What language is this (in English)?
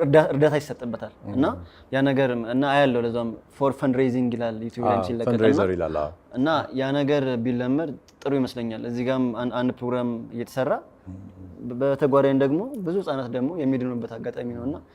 Amharic